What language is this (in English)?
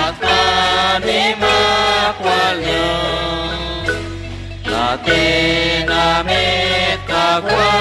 Kekchí